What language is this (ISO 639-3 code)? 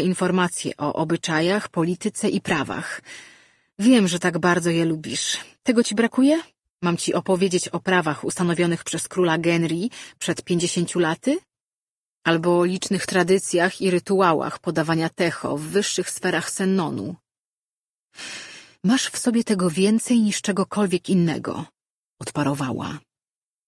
pol